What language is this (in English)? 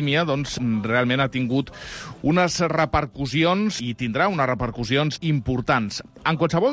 Catalan